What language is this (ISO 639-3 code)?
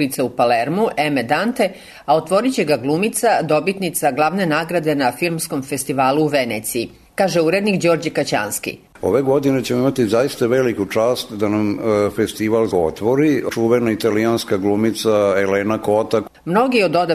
srp